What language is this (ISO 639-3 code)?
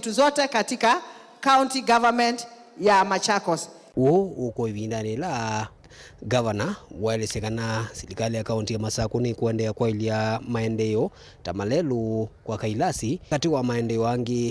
kam